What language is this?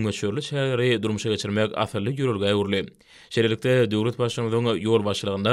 Turkmen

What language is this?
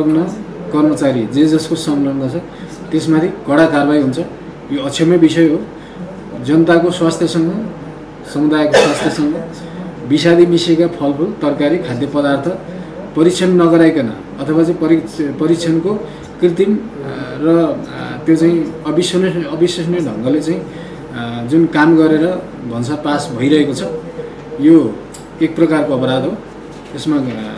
Nepali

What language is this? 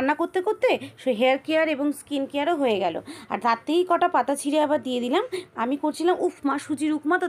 Bangla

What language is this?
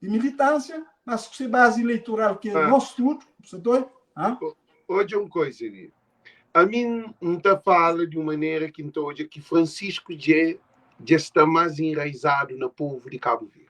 Kabuverdianu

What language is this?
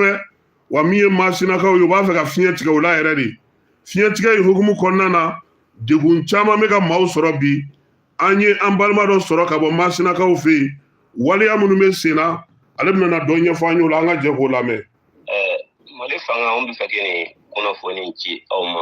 Bambara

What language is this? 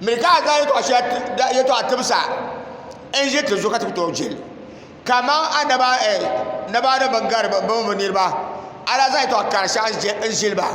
Dagbani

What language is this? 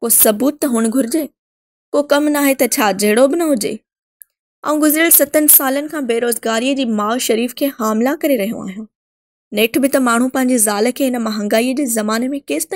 Sindhi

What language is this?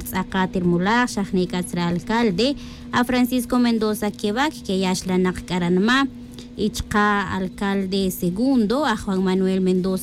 Tz'utujil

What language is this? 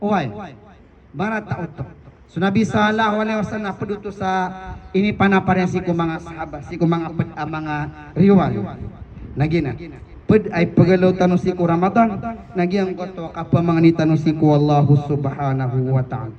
Maranao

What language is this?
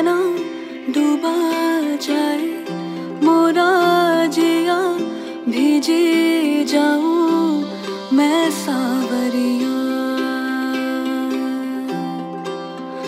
Hindi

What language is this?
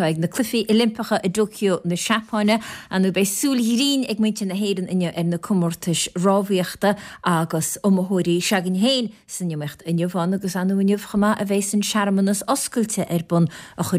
Irish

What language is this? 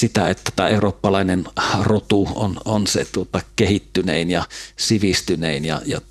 Finnish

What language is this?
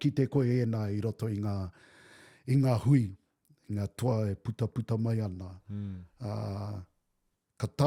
Māori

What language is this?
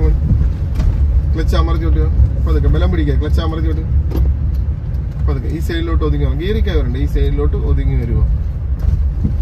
Malayalam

